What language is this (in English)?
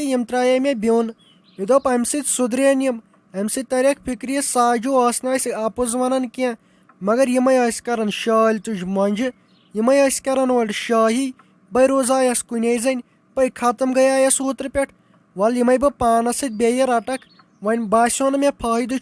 Kashmiri